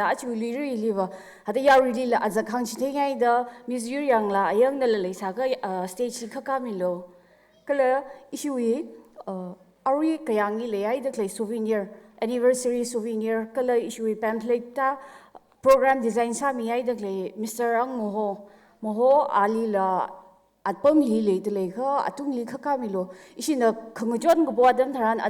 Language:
Tangkhul Naga (India)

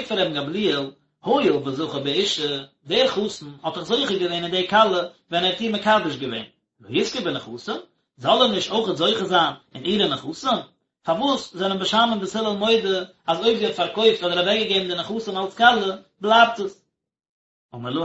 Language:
Yiddish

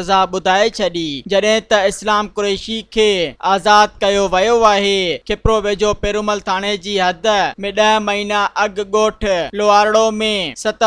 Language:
Sindhi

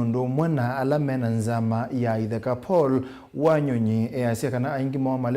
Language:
Kamba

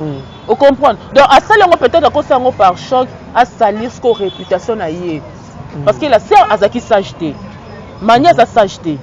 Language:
Lingala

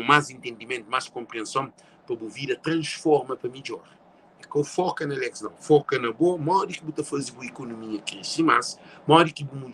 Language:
Kabuverdianu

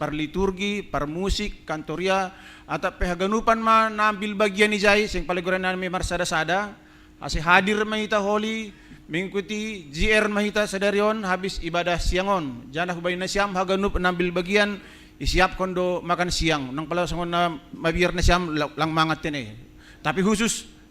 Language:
Batak Simalungun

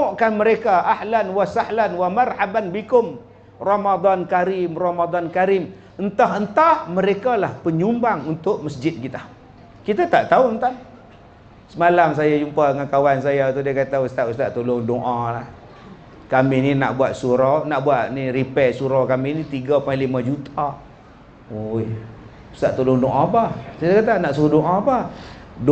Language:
Malay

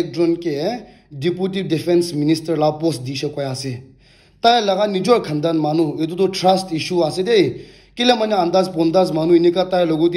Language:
Naga Pidgin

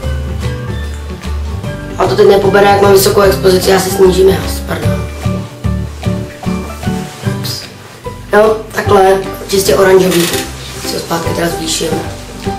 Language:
Czech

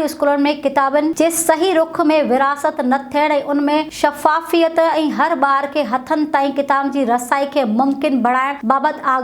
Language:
Sindhi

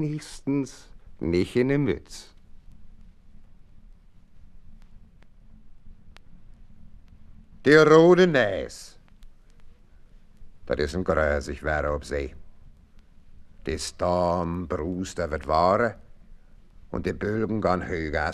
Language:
German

